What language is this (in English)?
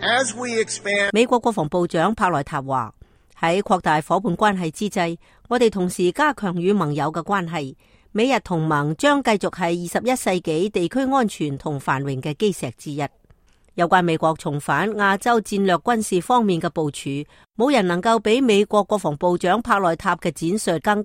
Cantonese